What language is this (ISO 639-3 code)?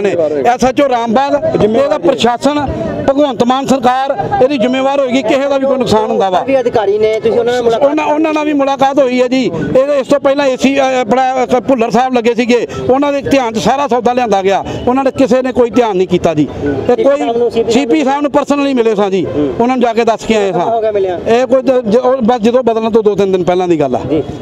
pan